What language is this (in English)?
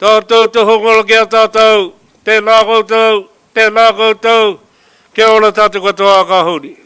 Māori